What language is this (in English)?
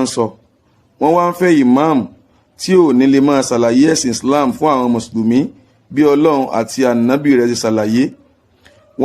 Yoruba